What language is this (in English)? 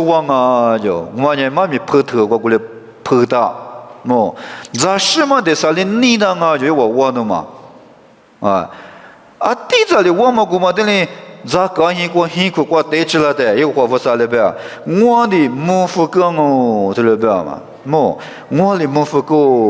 Lisu